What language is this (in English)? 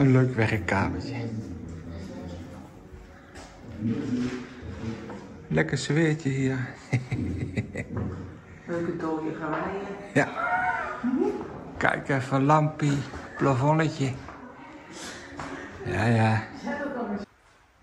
Dutch